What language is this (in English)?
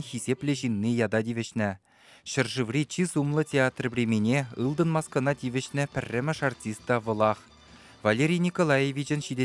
Chuvash